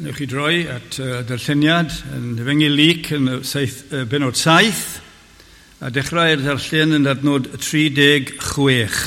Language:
Welsh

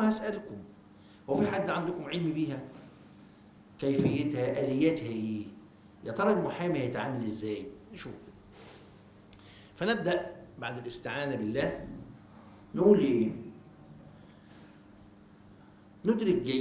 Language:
Egyptian Arabic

